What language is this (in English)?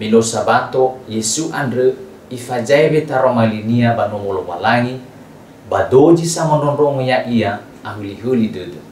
Nias